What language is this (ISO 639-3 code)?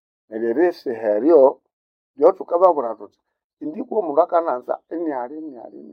nnb